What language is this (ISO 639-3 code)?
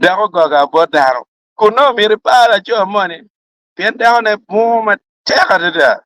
ach